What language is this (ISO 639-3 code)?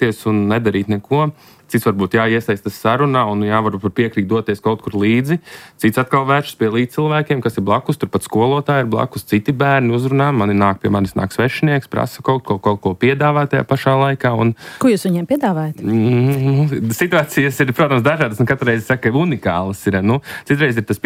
lav